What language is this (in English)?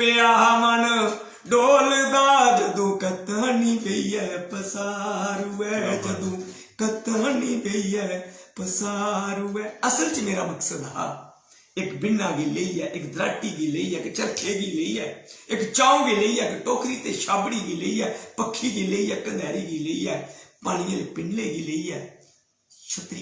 Dogri